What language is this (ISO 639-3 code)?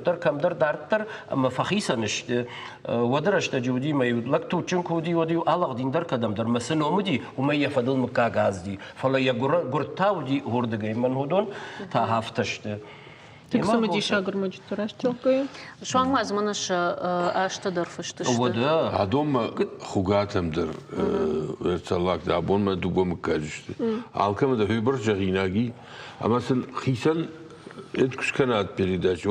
oss